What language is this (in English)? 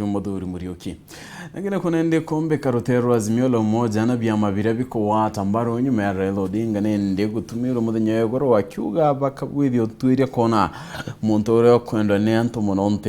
Meru